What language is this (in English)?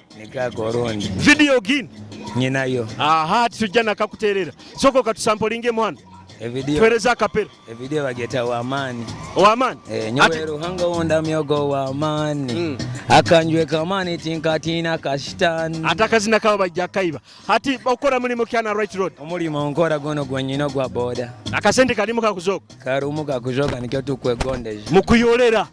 Nyoro